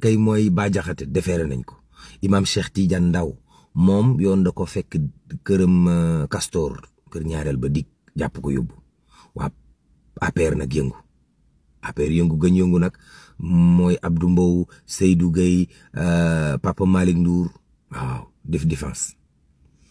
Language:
Wolof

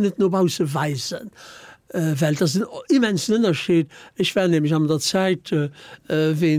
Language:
Luxembourgish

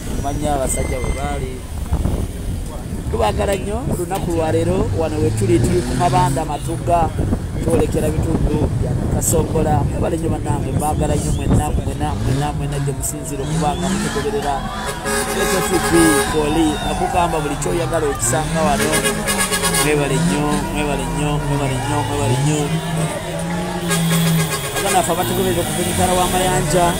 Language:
Ganda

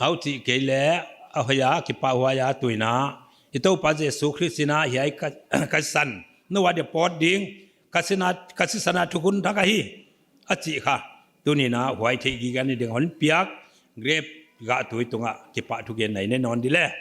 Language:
Paite Chin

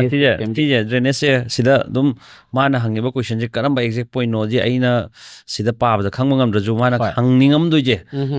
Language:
Manipuri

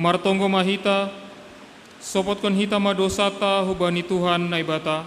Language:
Batak Simalungun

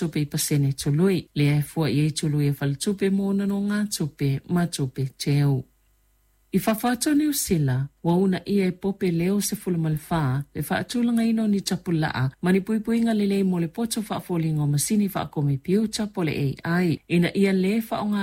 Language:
Samoan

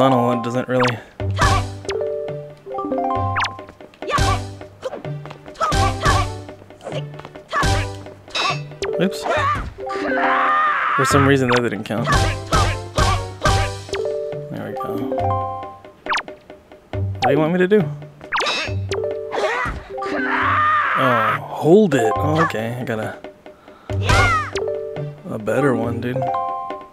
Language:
English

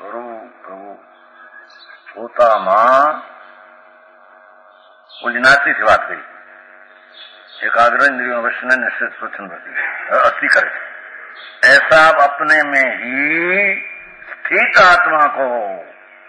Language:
Gujarati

